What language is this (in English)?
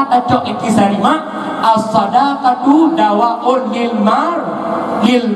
Achinese